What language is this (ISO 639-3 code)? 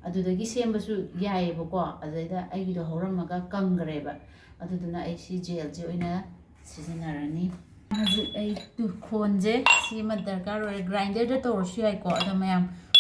mni